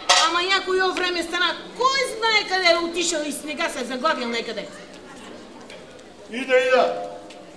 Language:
Bulgarian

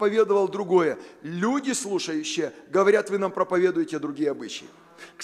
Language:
Russian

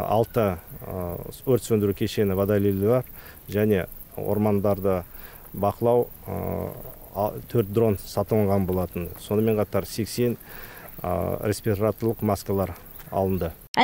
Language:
Kazakh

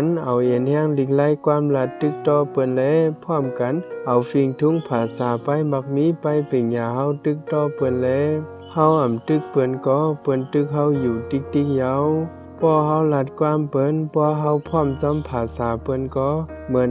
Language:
Shan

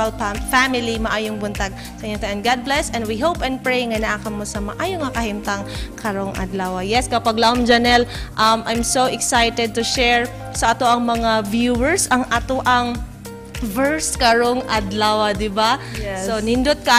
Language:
Cebuano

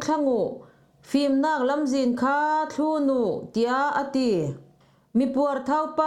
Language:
Falam Chin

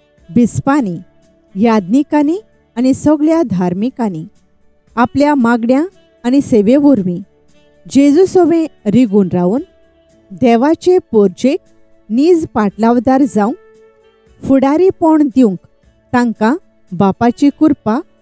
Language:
Konkani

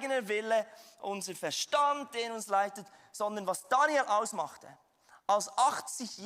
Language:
Swiss German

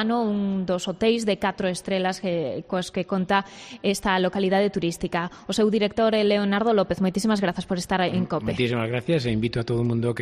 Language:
Galician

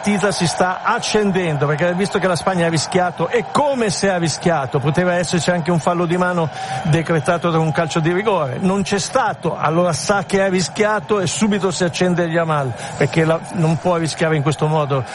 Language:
Italian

